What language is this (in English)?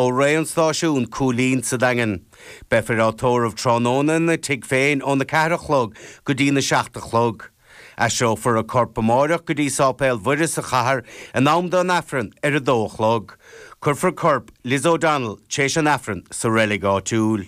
Irish